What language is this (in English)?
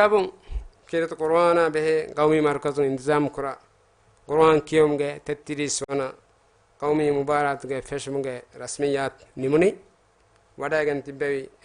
Divehi